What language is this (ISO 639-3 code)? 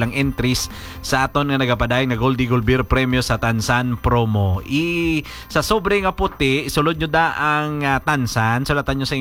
hil